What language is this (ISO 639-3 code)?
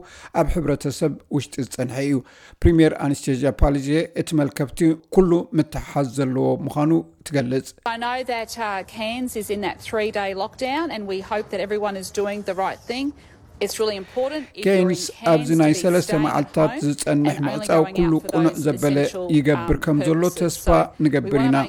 tir